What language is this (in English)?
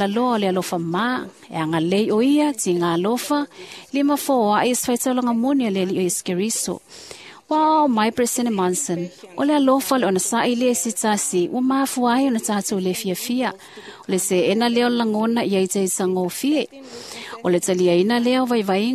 Samoan